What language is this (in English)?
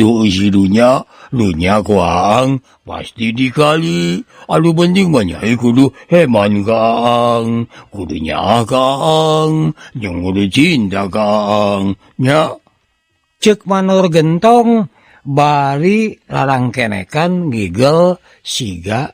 Sundanese